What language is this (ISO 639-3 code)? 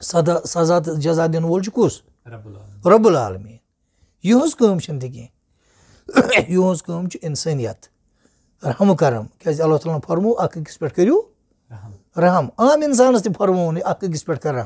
kas